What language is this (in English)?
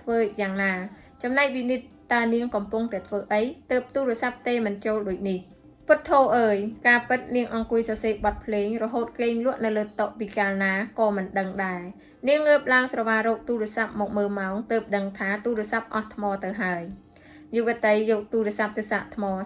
Khmer